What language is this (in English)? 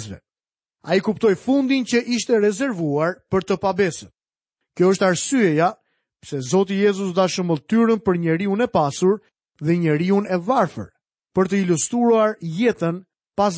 Albanian